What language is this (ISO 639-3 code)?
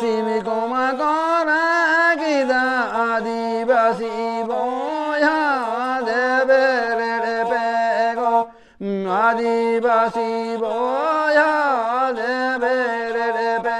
sat